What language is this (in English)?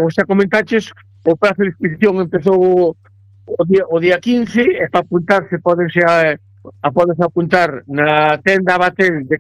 Galician